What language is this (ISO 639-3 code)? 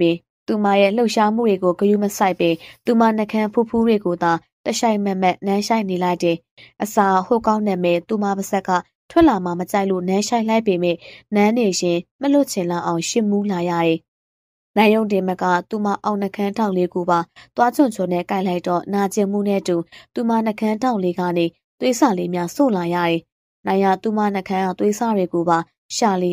mya